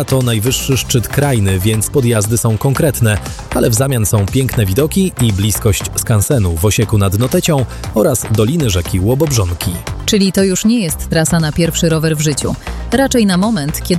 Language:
Polish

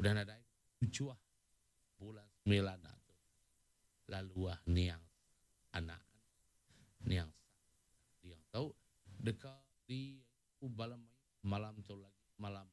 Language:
Iban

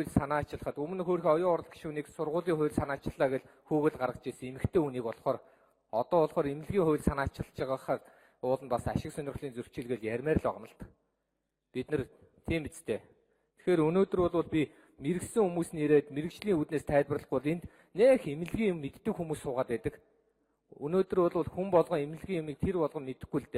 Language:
Mongolian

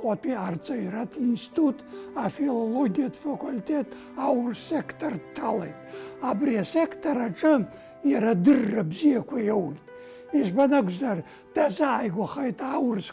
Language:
Abkhazian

